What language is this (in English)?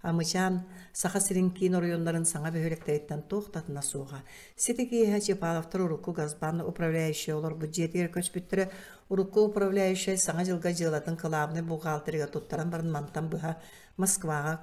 Yakut